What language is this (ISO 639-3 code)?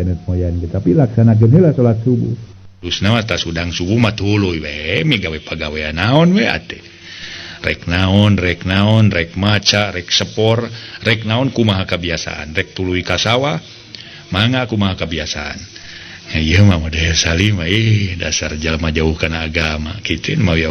sun